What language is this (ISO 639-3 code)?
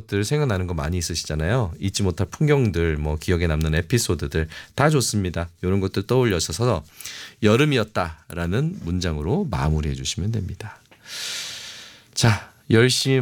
kor